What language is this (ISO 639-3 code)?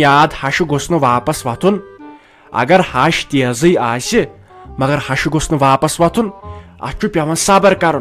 kas